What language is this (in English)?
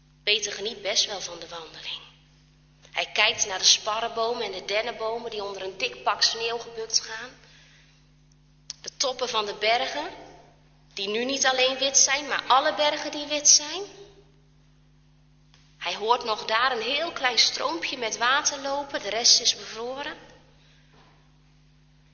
Dutch